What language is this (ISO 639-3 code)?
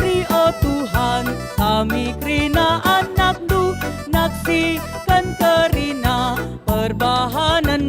btx